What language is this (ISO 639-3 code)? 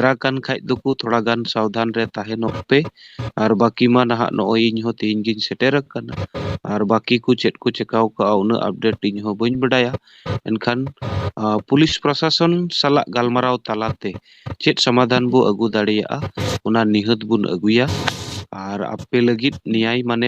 sat